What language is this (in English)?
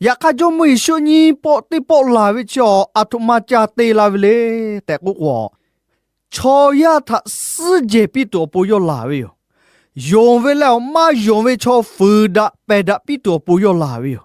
Lahu